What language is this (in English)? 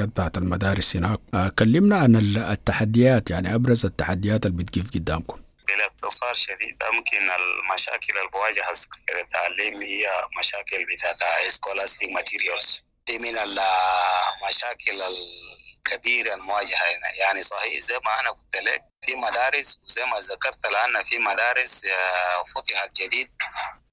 Sudanese Arabic